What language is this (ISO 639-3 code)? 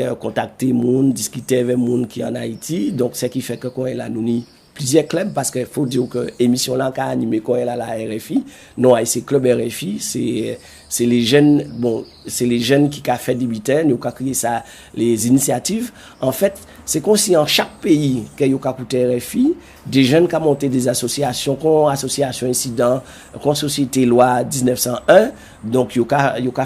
gcf